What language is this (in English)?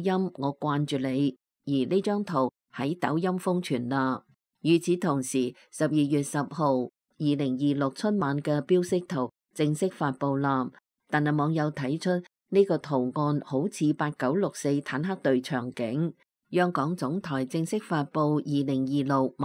Cantonese